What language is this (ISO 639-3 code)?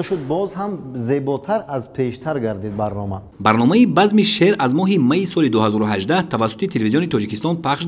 tgk